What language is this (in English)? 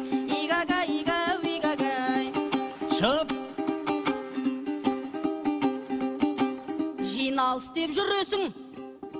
Kazakh